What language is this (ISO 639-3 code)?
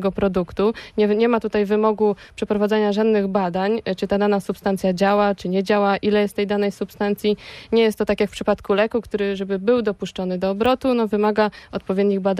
pol